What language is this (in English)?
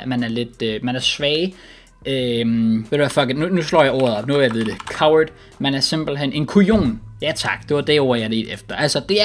Danish